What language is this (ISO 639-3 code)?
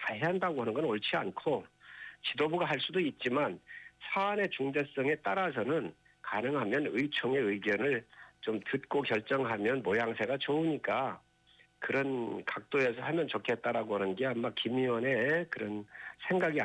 kor